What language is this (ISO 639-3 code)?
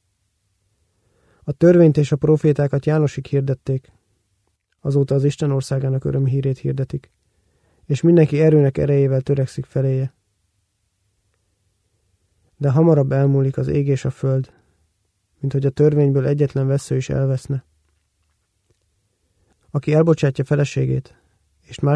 hun